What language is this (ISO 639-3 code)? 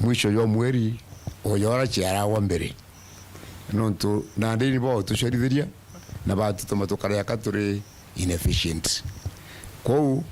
mer